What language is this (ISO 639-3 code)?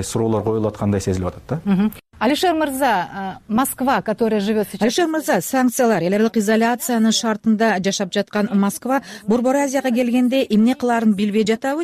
kir